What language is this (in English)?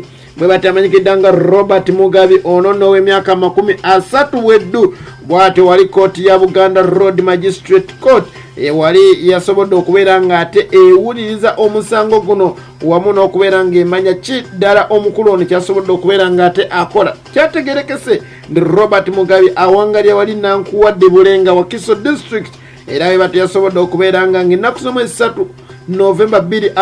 Ganda